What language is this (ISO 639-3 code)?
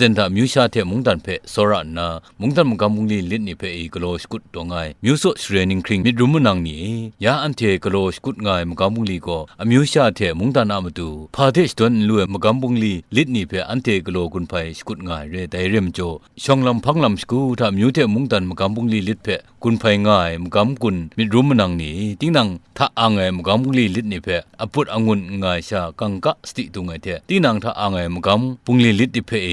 kac